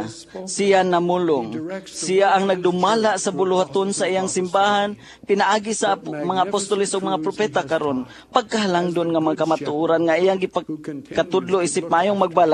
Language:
Cebuano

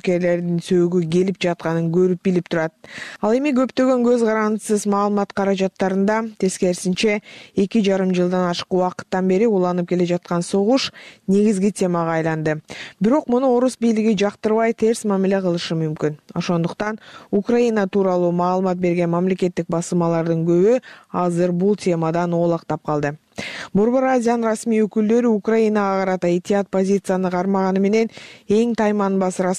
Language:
Kyrgyz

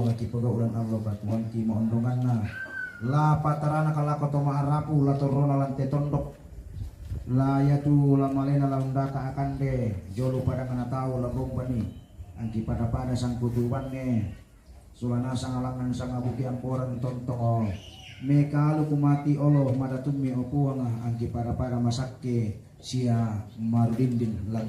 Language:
Toraja-Sa'dan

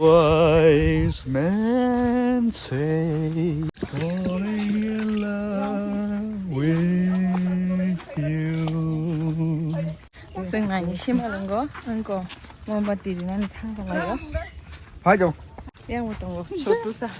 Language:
Kok Borok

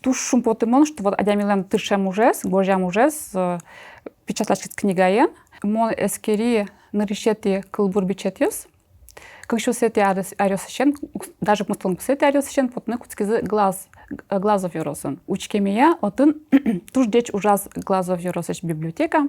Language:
Udmurt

